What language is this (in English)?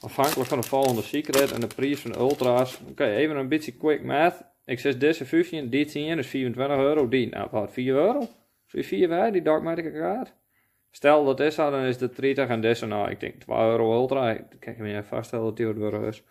Western Frisian